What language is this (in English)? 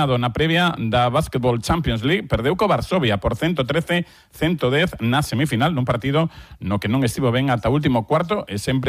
Galician